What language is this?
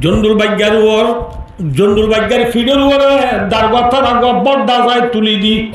Rohingya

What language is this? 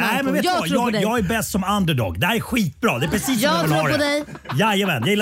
Swedish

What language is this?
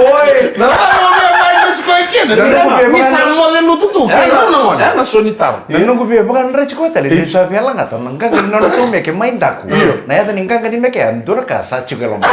Fijian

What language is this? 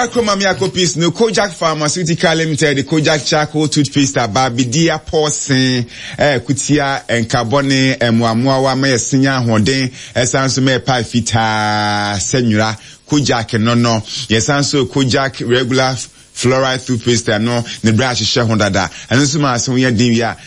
Akan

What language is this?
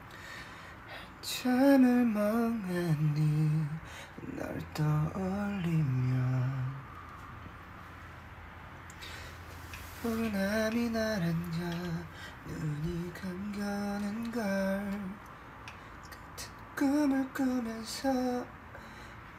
Korean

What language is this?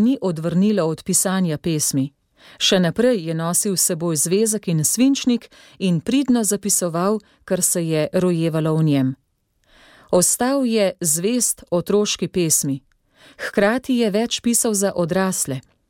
Slovenian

